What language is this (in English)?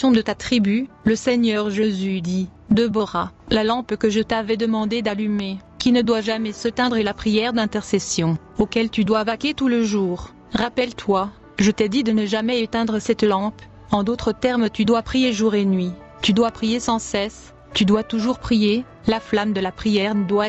French